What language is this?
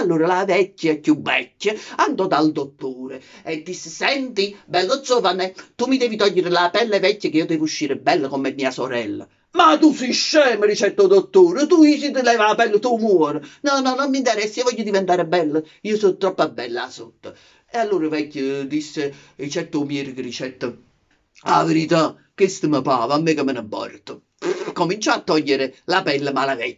Neapolitan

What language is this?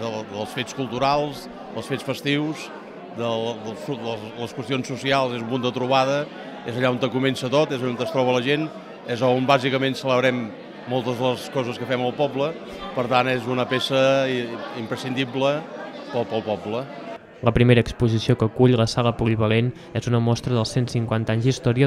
Catalan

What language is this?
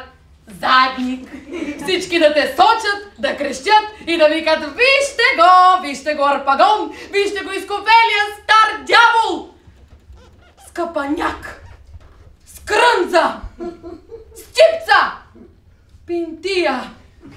Bulgarian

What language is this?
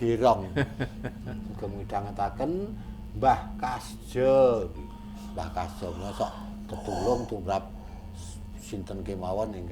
Javanese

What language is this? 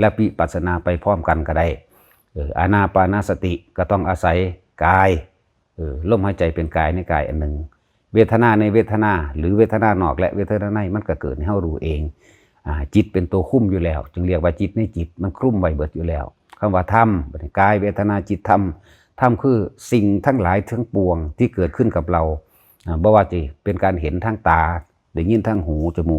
Lao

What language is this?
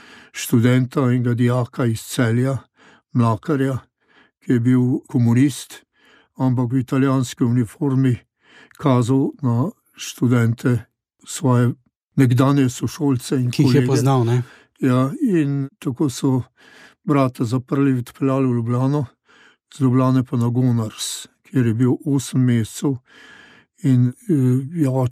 Slovenian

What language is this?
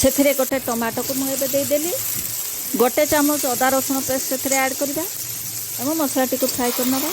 Odia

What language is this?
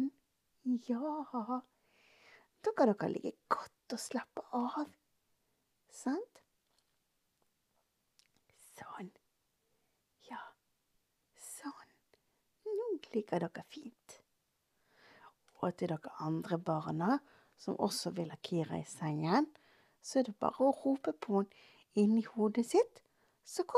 Norwegian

